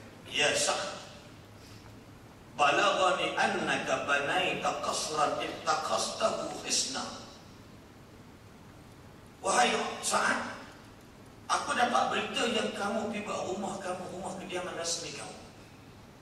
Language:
Malay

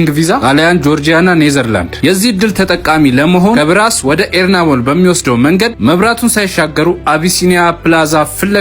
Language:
Amharic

